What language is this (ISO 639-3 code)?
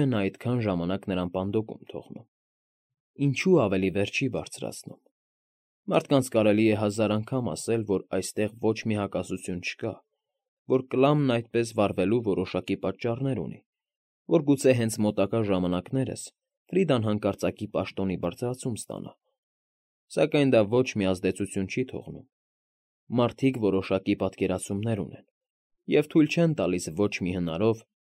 hye